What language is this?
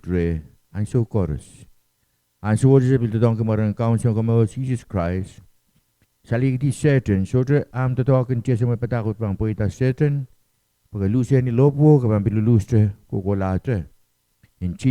Pohnpeian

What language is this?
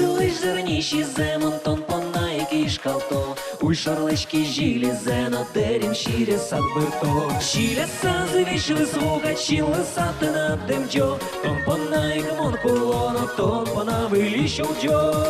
Udmurt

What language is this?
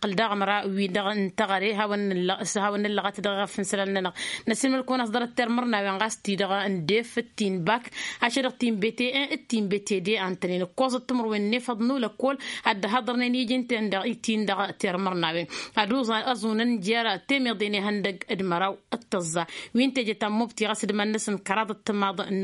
Tamasheq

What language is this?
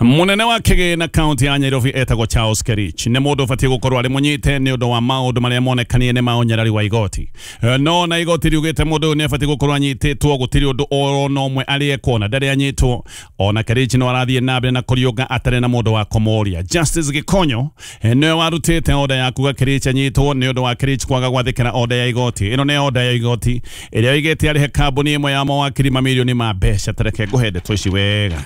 Kikuyu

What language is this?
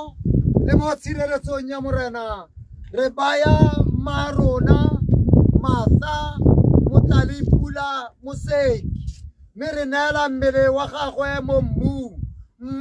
Tswana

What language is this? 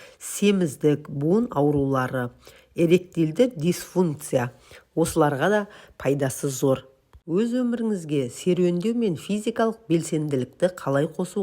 Kazakh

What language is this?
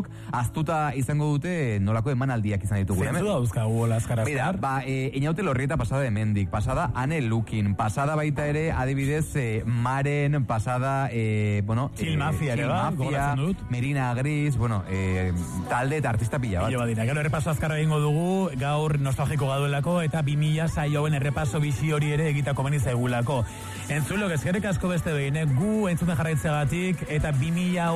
Basque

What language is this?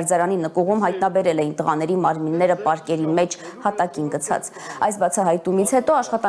Armenian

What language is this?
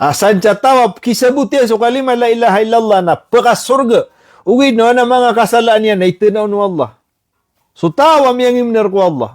Maranao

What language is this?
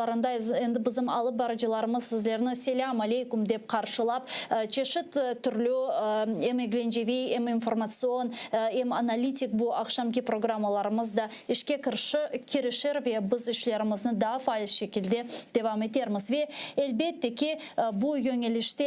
Crimean Tatar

